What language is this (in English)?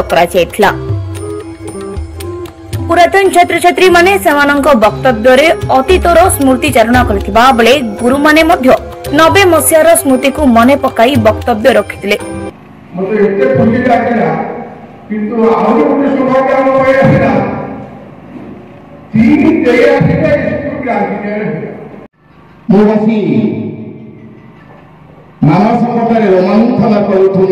Odia